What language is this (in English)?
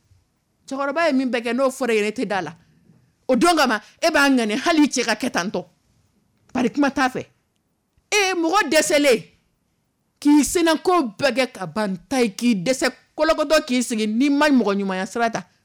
Dyula